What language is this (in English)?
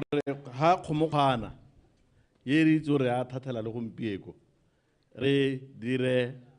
Tswana